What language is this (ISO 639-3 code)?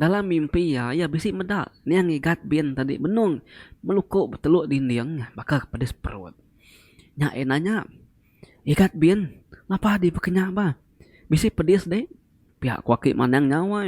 iba